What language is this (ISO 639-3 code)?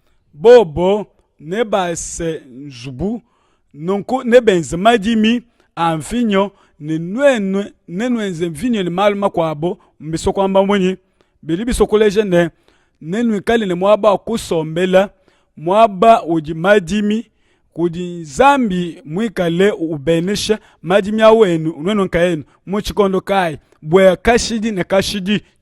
lua